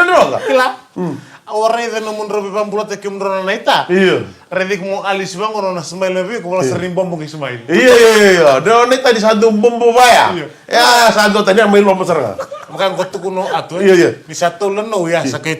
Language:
Fijian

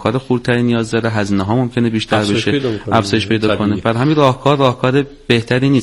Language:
Persian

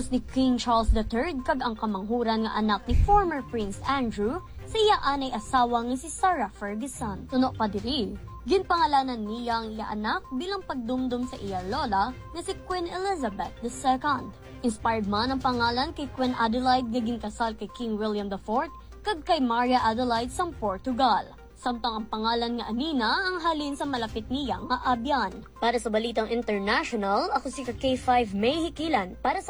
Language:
Hiligaynon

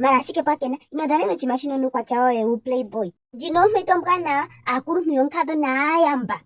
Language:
Ndonga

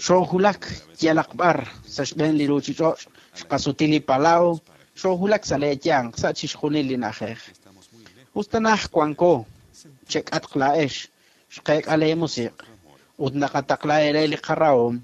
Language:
Kekchí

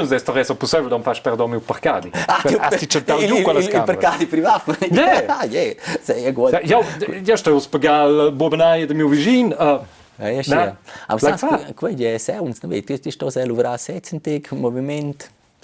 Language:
Romansh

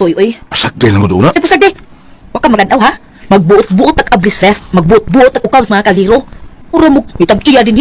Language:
Cebuano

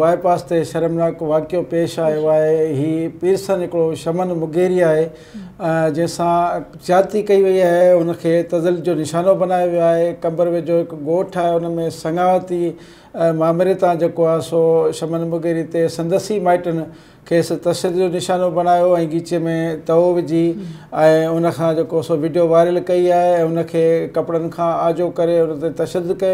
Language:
Sindhi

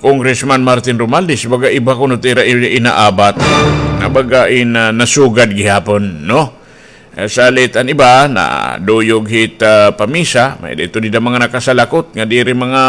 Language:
Waray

